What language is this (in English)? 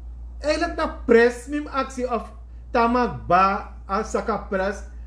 Sranan Tongo